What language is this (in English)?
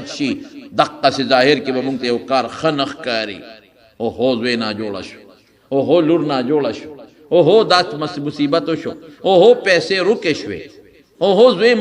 Pashto